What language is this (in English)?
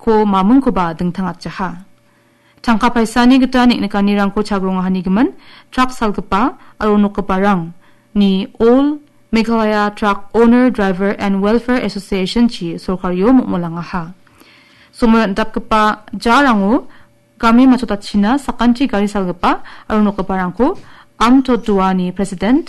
Garo